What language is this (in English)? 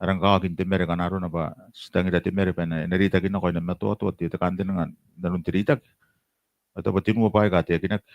Gilbertese